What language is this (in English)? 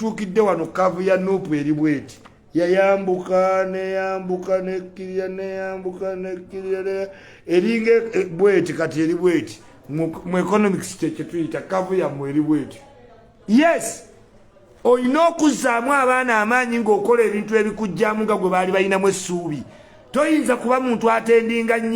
Ganda